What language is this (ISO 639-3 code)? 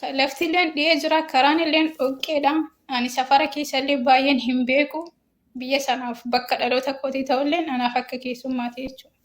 orm